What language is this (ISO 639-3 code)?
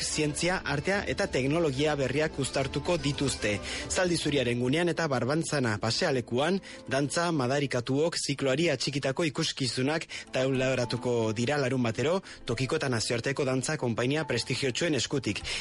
eus